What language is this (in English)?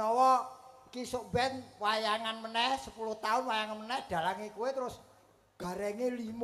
Javanese